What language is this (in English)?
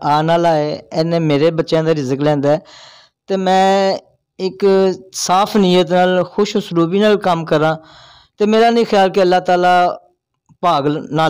Saraiki